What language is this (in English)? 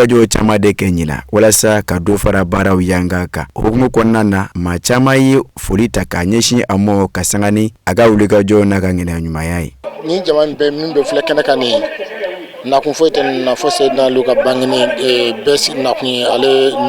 Bambara